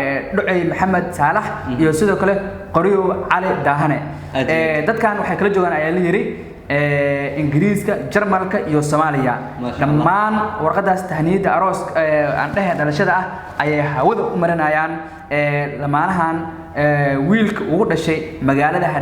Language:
Somali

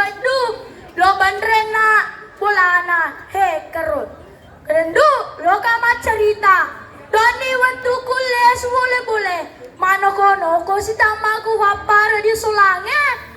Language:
Buginese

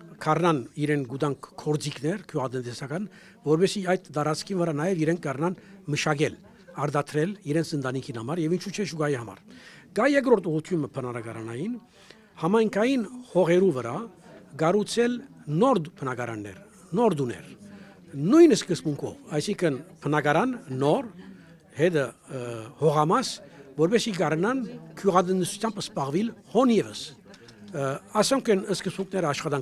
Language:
Armenian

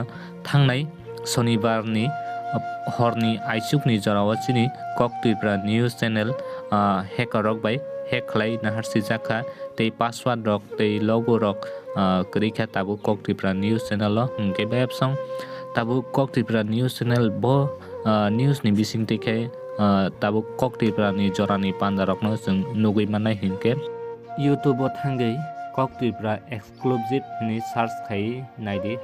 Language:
Kok Borok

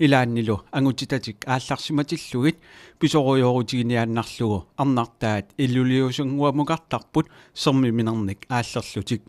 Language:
Kalaallisut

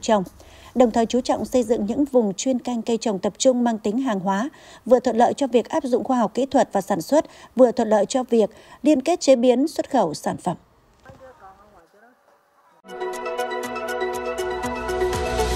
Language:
Vietnamese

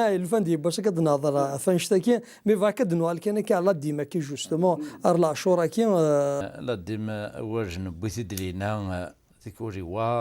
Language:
Kabyle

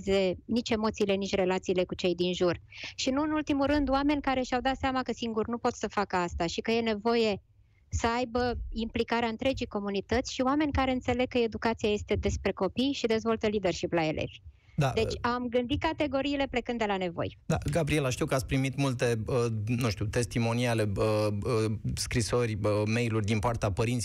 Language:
Romanian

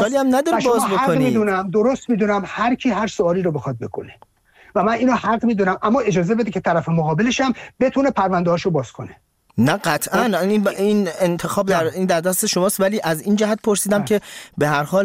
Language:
Persian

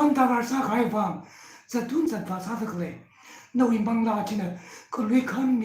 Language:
Tangkhul Naga (India)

